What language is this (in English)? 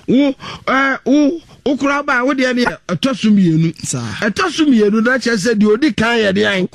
Akan